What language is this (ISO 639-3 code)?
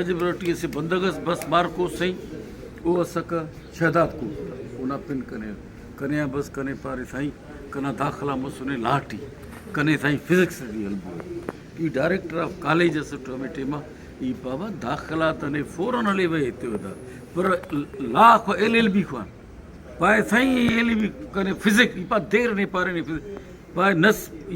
brh